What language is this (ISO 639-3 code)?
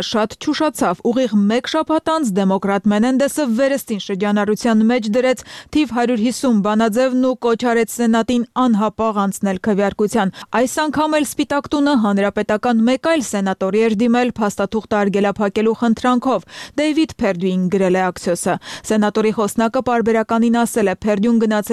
hye